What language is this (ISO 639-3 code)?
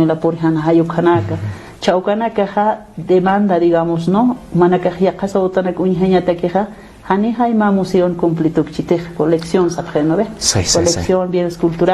aym